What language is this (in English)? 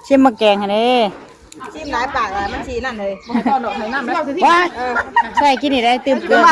Northeastern Thai